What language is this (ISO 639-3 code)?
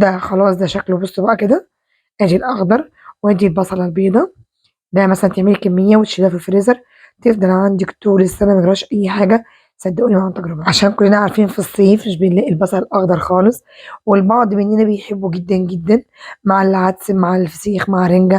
arz